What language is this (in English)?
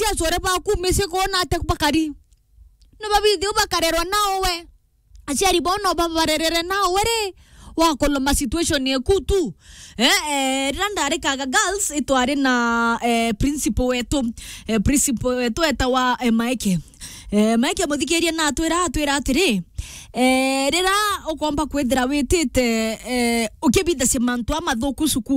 Meru